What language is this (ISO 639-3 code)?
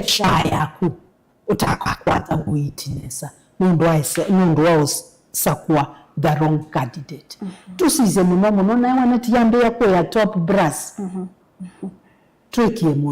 kam